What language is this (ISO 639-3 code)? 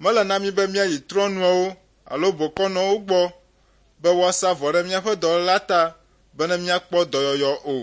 ewe